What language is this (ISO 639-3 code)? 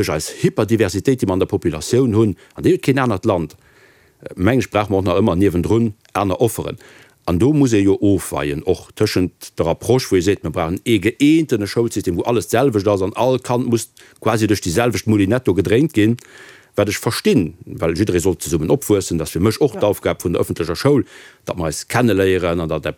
ltz